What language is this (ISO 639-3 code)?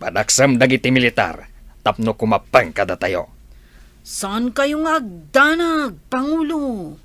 ilo